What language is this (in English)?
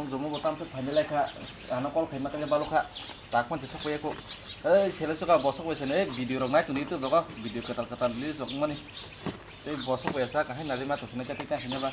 Kok Borok